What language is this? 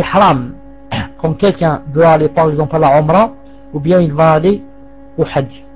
French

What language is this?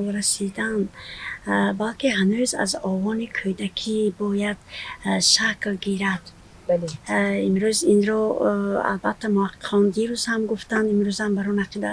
Tajik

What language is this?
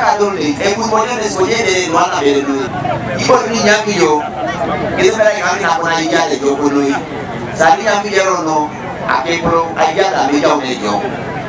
Teso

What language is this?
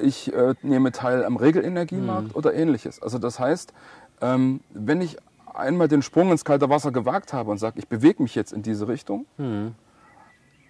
German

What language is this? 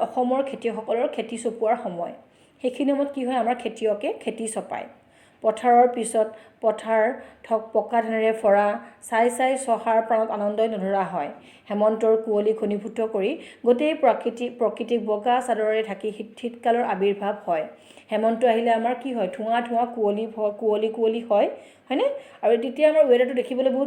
Assamese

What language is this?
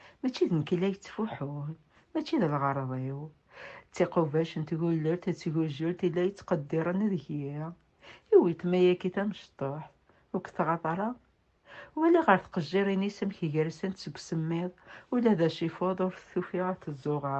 Kabyle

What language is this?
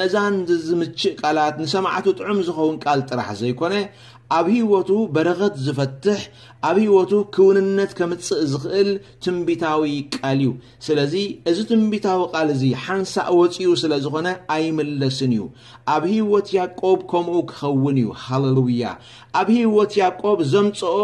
Tigrinya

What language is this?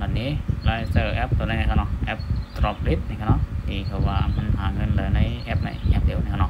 Shan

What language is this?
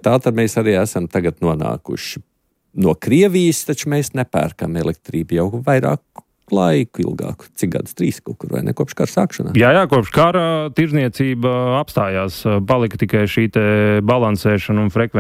Latvian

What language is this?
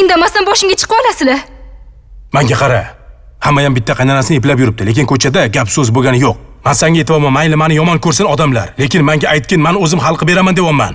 Uzbek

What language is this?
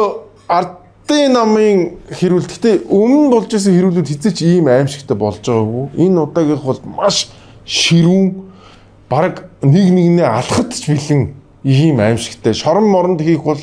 Mongolian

